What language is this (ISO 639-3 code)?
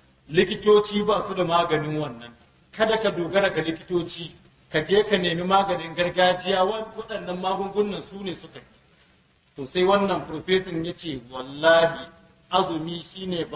hau